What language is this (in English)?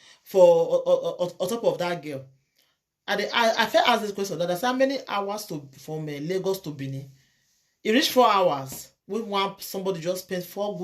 Nigerian Pidgin